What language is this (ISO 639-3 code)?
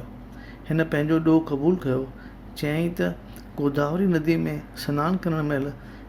snd